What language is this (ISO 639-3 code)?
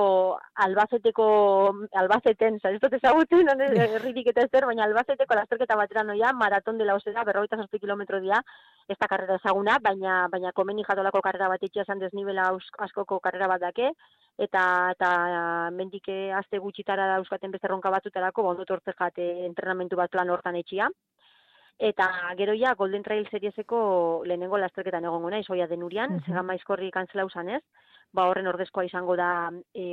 eus